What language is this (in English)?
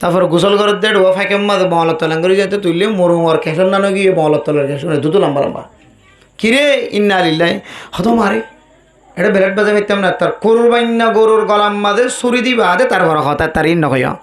Rohingya